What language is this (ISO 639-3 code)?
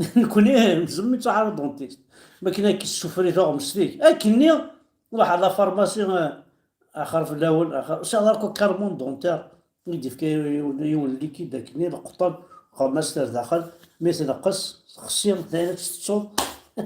kab